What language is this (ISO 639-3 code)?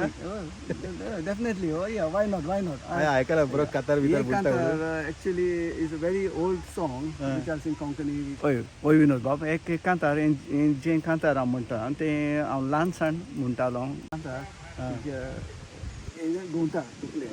kok